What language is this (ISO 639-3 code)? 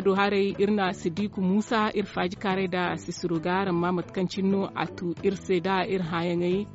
dje